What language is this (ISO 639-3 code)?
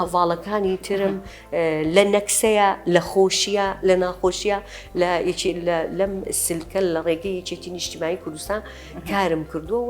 ckb